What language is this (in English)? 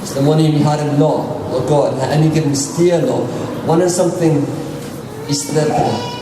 Tok Pisin